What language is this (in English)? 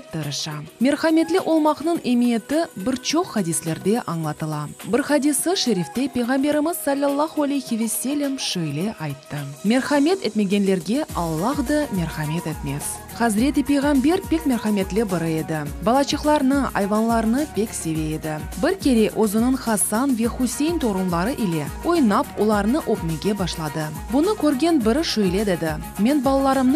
Crimean Tatar